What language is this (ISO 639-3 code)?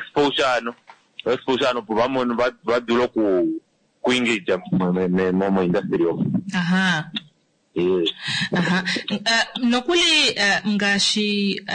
kua